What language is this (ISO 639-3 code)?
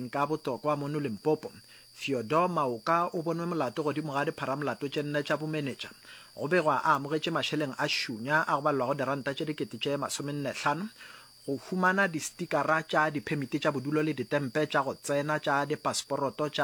nso